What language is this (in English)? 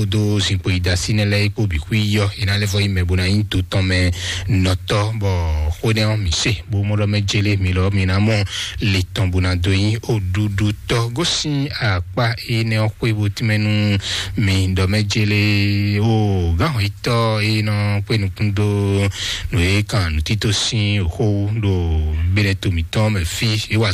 Fon